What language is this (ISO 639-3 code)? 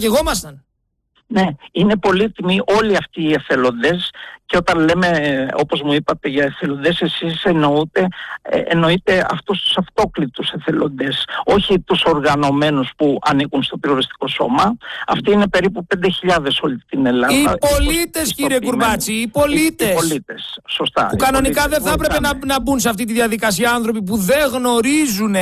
ell